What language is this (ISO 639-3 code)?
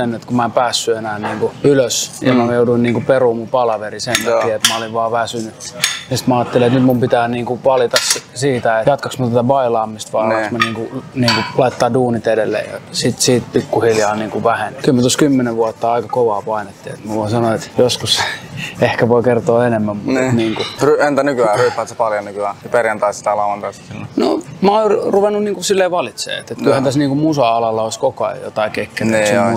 fin